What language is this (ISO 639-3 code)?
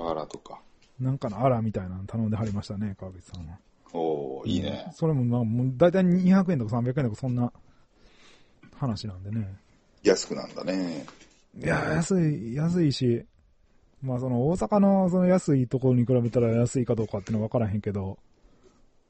jpn